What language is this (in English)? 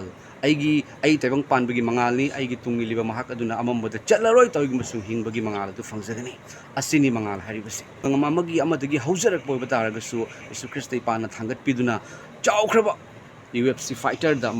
Manipuri